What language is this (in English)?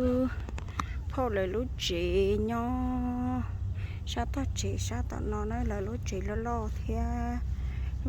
Hmong